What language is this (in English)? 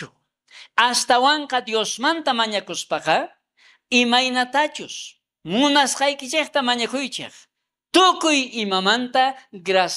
South Bolivian Quechua